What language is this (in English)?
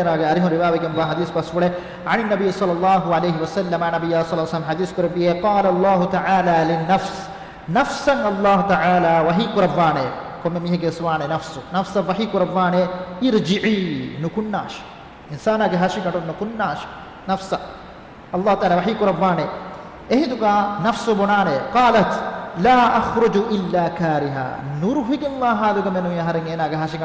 Divehi